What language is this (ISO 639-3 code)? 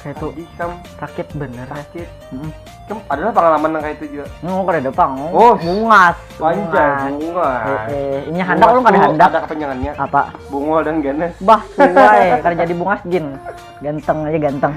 bjn